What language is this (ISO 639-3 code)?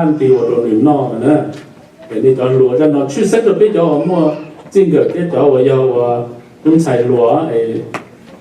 hmn